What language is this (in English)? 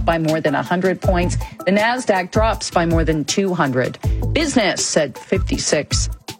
English